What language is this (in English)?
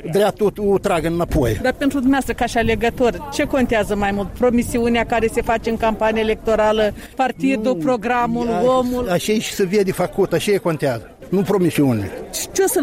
Romanian